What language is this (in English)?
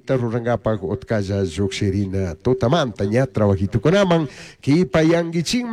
Chimborazo Highland Quichua